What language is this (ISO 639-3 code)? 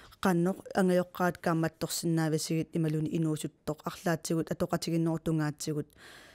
kal